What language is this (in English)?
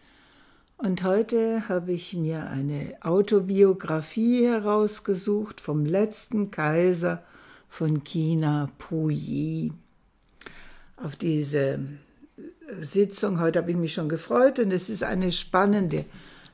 German